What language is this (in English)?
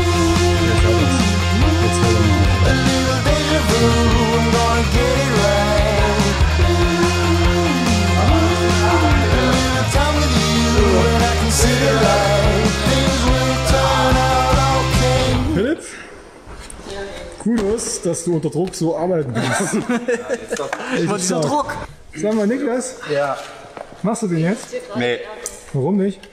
German